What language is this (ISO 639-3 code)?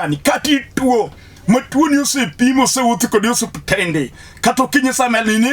luo